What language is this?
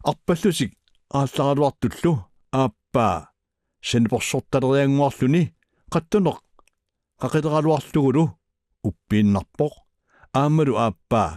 Kalaallisut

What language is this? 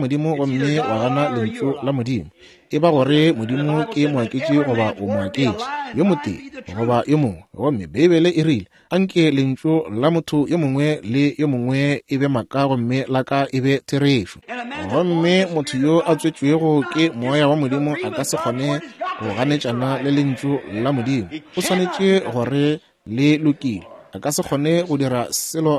Northern Sotho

